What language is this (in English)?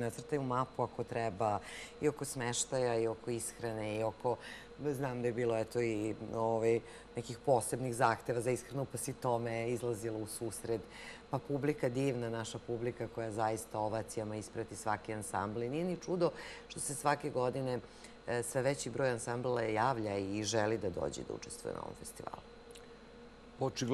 Serbian